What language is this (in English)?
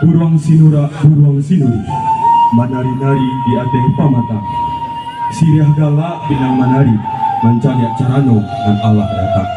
Minangkabau